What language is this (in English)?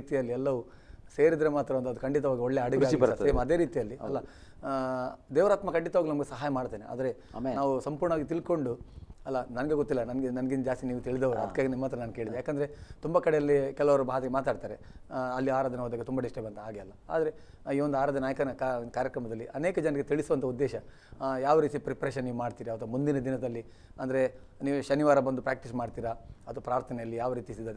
Kannada